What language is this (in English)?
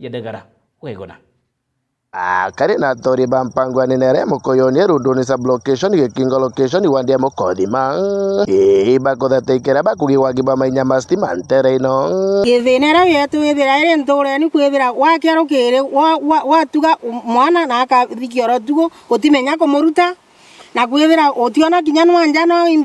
Meru